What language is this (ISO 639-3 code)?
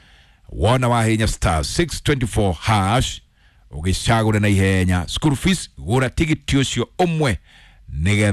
kik